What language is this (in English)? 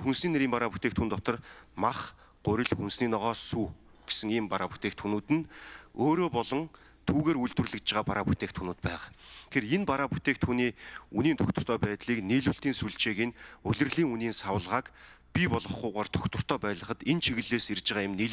Mongolian